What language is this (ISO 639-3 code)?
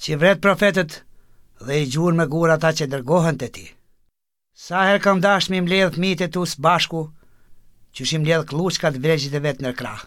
sqi